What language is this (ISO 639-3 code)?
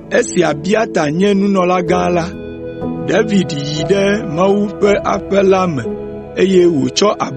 ewe